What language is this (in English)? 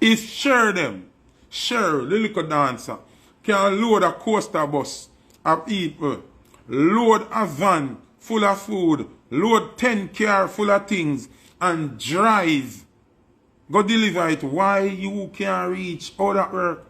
Jamaican Creole English